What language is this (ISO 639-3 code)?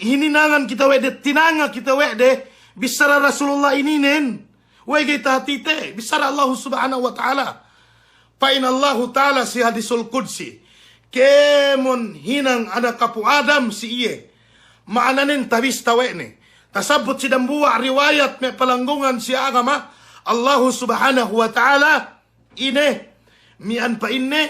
yka